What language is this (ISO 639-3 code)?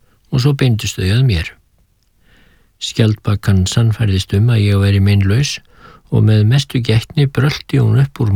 isl